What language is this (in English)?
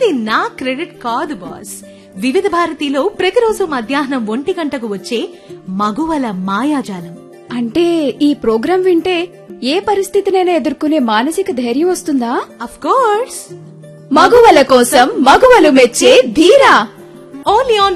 Telugu